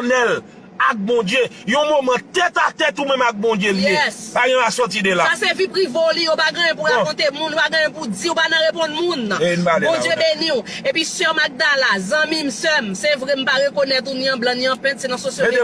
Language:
Haitian Creole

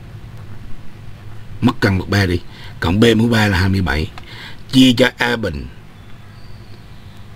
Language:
Vietnamese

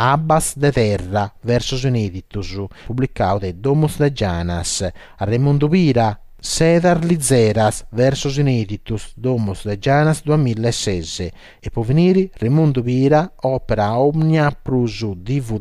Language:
Sardinian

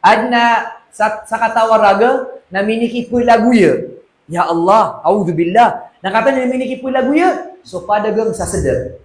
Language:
Maranao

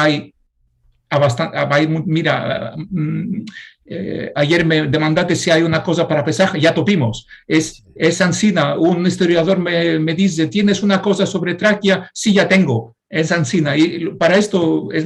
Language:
Ladino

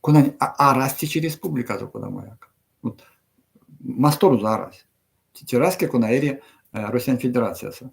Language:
Erzya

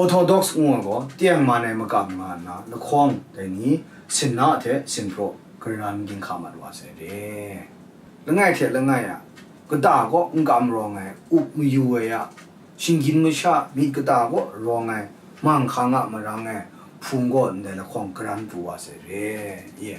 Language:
Kachin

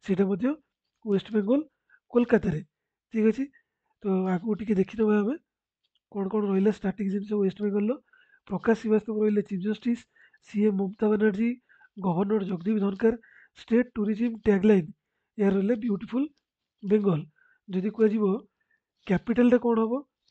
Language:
Odia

